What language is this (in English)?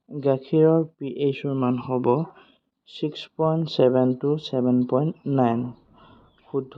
Assamese